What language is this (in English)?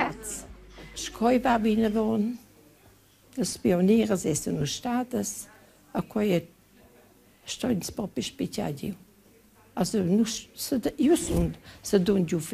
Romansh